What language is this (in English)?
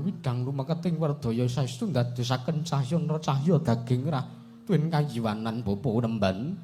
Javanese